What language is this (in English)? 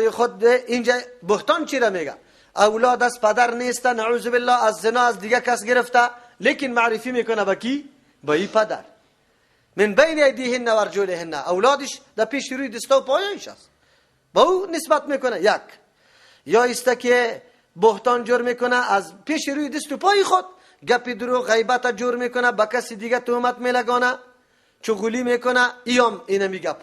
Persian